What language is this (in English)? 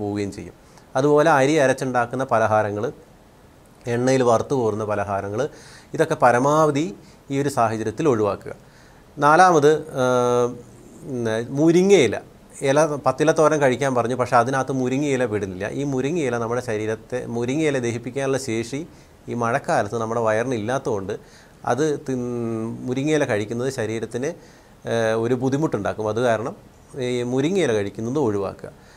Malayalam